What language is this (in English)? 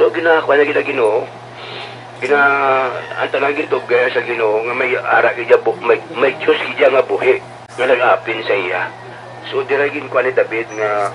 Hiligaynon